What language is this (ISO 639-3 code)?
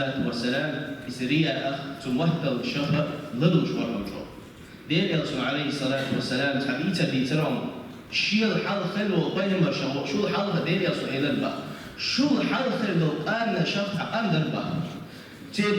che